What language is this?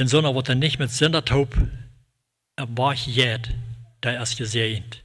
Plautdietsch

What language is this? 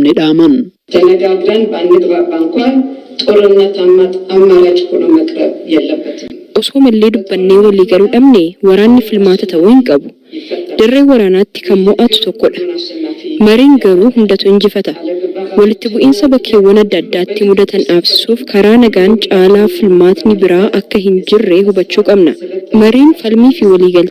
Oromo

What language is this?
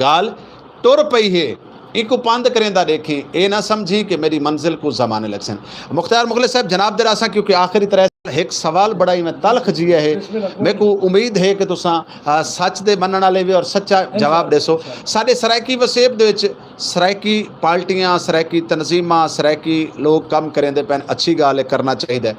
Saraiki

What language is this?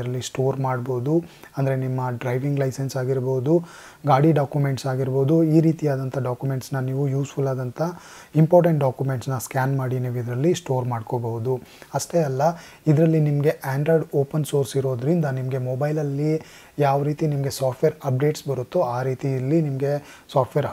Kannada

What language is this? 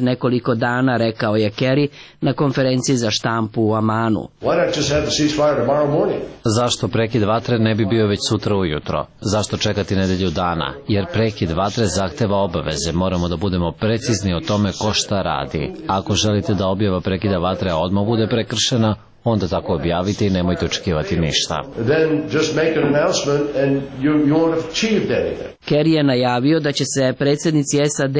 Serbian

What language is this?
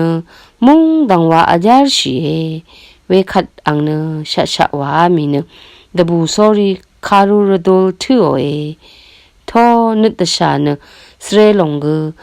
Rawang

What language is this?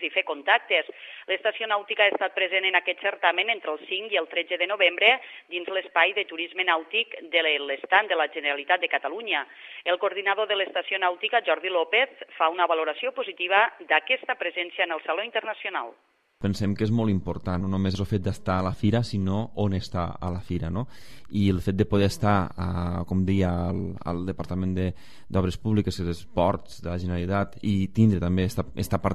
Catalan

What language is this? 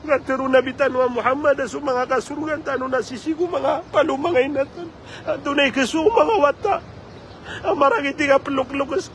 Maranao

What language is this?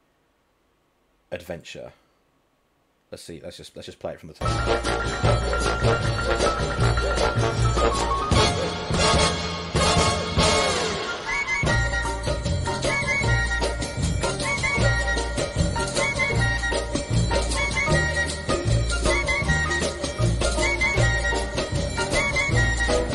English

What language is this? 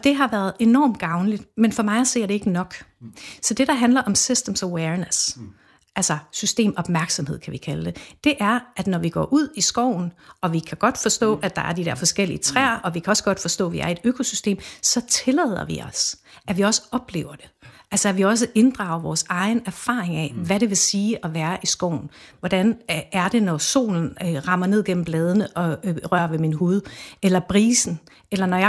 Danish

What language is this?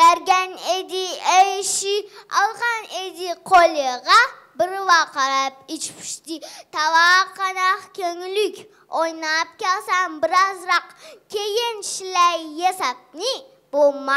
Uyghur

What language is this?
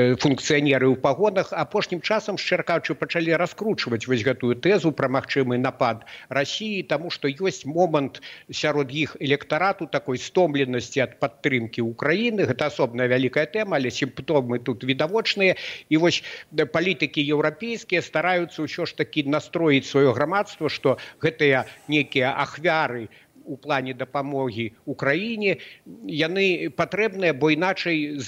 Belarusian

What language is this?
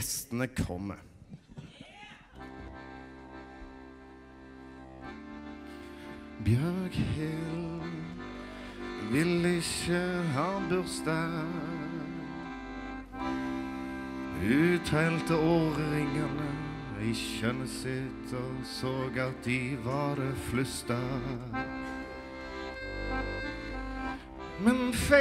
Norwegian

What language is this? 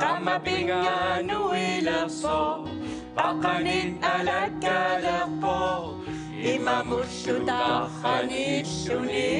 Kalaallisut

